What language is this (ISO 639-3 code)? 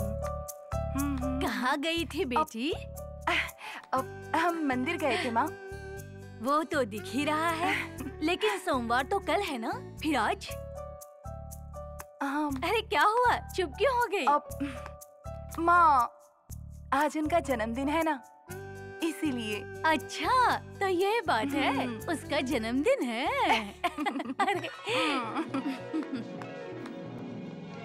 hin